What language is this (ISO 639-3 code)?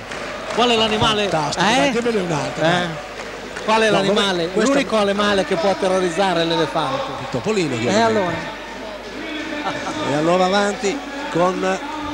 ita